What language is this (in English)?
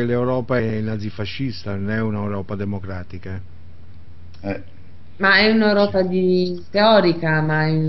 Italian